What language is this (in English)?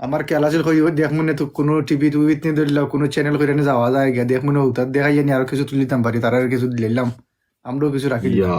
Sylheti